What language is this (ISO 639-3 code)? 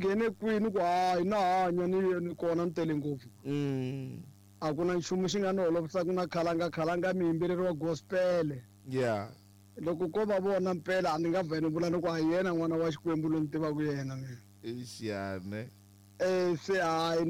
tso